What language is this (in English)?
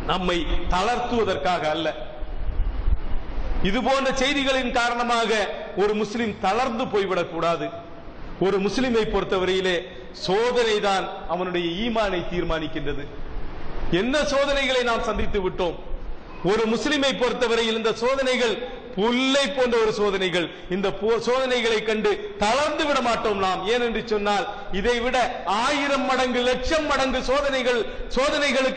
Tamil